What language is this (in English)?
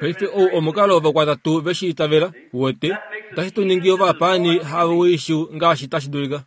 Kuanyama